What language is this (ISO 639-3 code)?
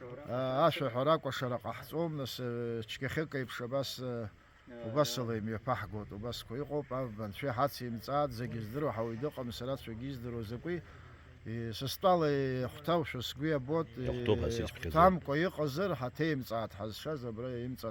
abk